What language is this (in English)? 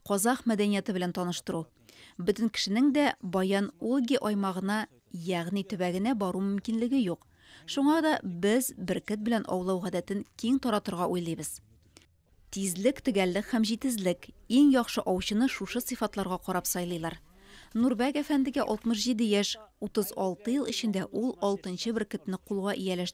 Tatar